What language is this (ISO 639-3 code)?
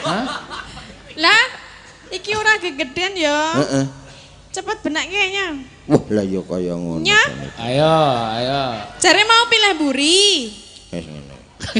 jav